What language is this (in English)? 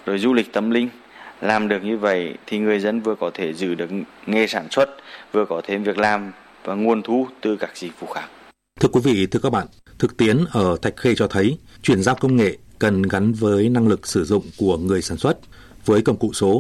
Vietnamese